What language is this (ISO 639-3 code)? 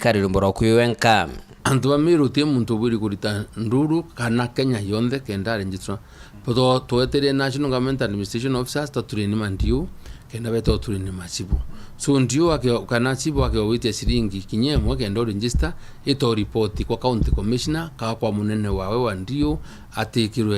mer